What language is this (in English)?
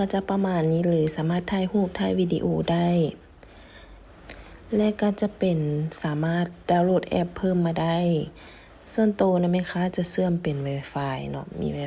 Lao